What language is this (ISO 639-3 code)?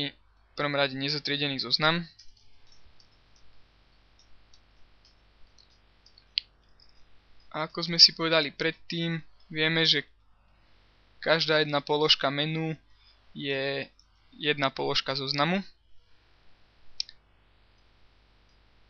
slk